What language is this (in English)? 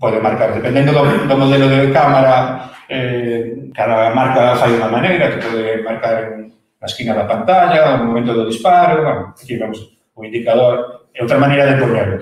Galician